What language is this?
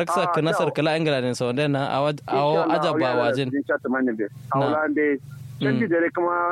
Kanuri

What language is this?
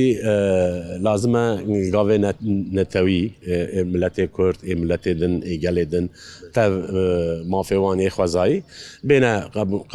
Kurdish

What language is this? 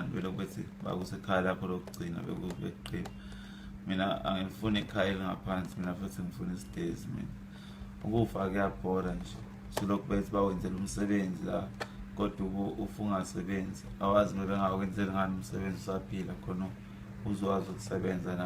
Zulu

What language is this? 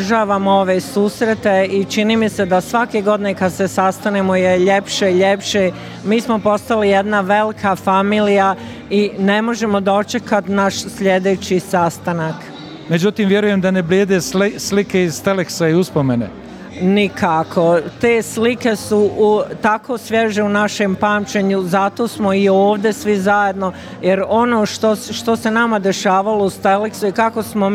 Bosnian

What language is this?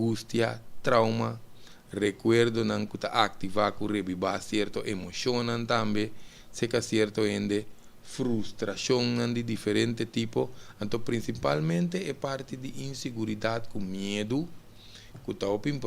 Papiamento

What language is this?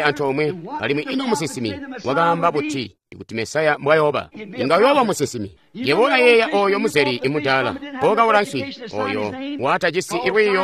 Tonga (Zambia)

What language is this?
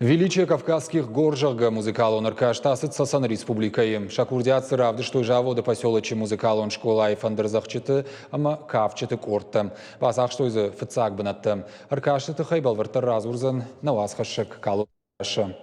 Ossetic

